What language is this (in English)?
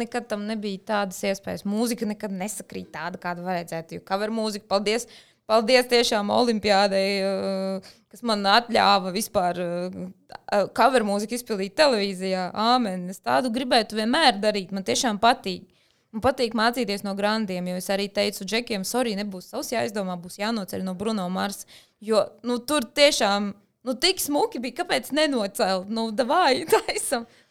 Latvian